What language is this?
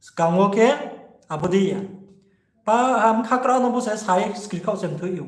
Riang (India)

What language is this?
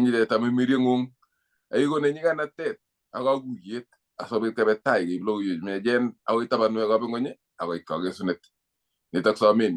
Kalenjin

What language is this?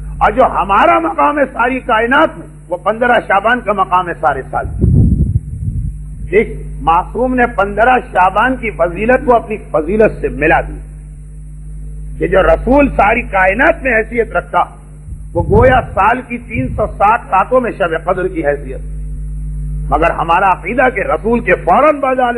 Urdu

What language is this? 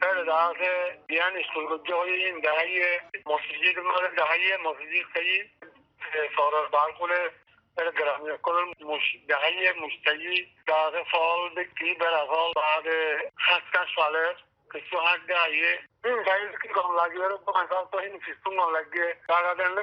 Bangla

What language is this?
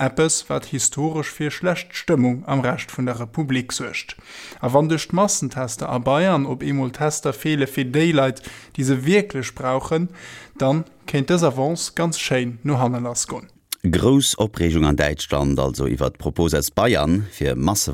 Luxembourgish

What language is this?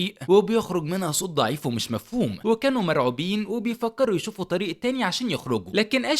Egyptian Arabic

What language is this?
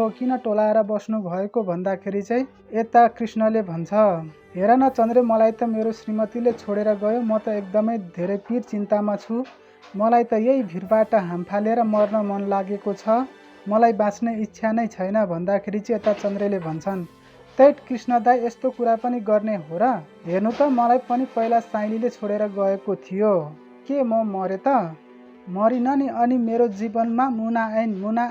Nepali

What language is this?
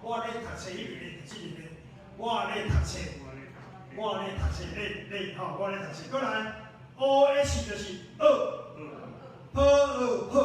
Min Nan Chinese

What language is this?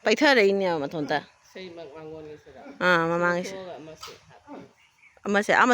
Manipuri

